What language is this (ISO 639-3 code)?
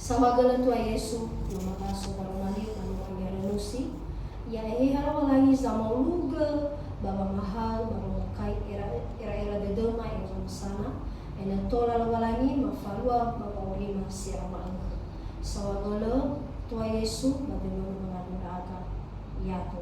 nia